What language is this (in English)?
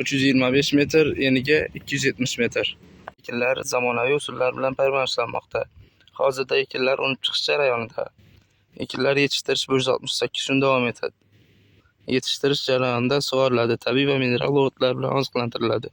Uzbek